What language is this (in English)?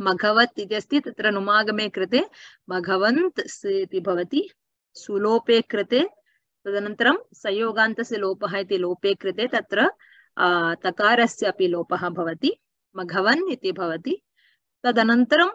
Sanskrit